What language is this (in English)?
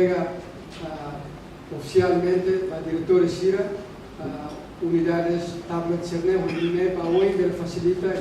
Tetum